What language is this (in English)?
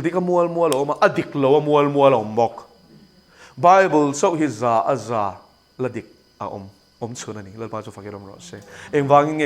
Mizo